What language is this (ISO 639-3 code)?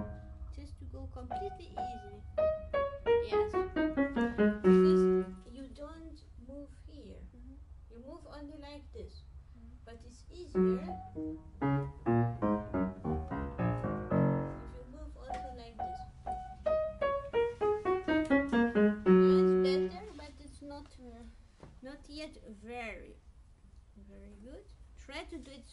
eng